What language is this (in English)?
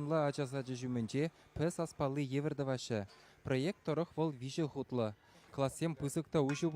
Chuvash